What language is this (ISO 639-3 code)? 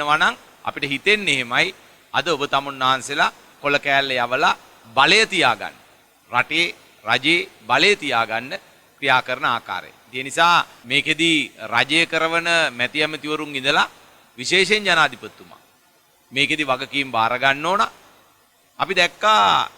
sin